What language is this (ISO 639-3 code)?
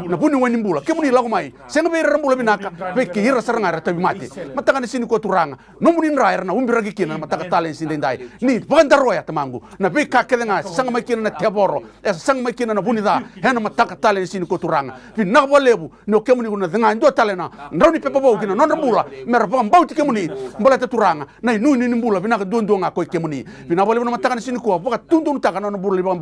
fij